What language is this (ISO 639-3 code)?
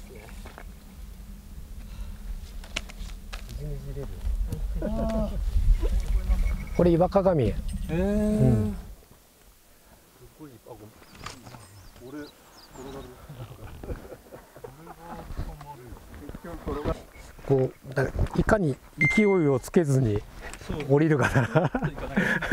jpn